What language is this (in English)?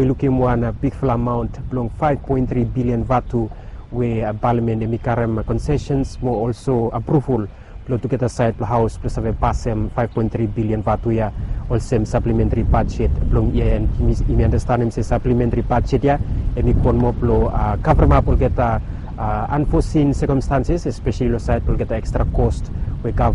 Bislama